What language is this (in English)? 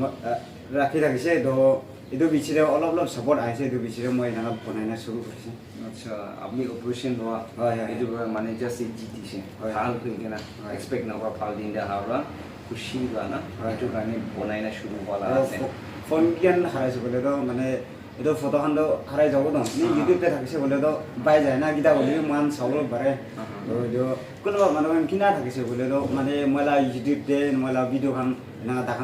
Naga Pidgin